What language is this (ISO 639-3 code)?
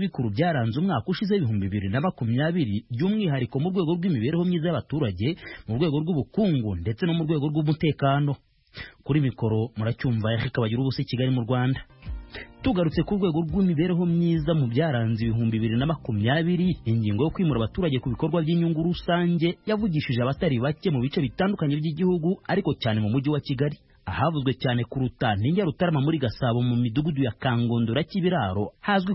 kin